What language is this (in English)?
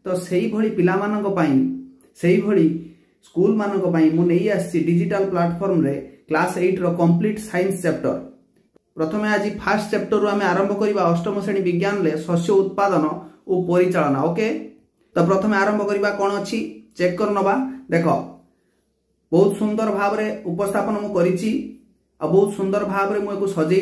Odia